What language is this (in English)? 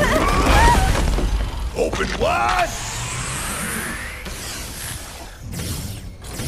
English